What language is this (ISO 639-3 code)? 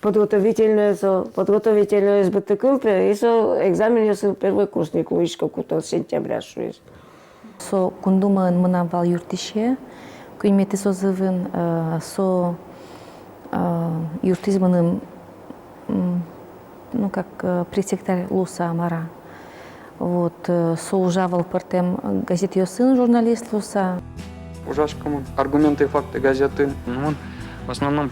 udm